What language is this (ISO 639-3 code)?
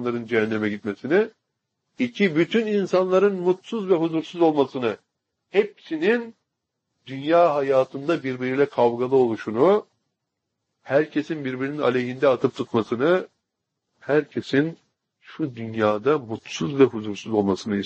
tur